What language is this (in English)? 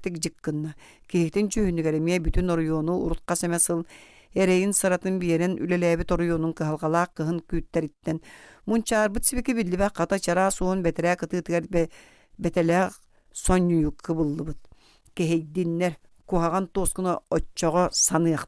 Yakut